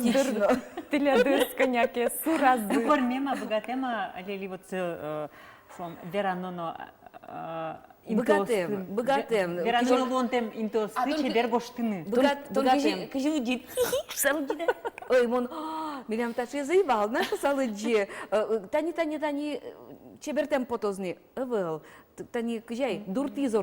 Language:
Udmurt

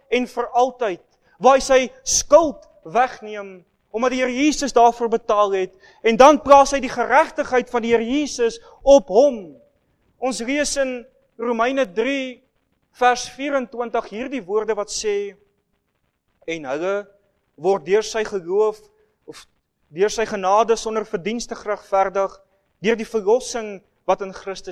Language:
Afrikaans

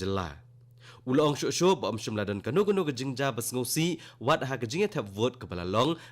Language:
Khasi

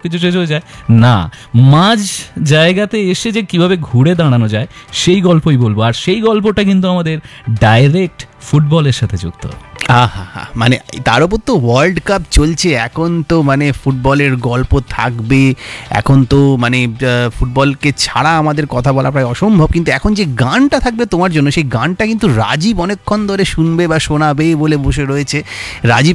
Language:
Bangla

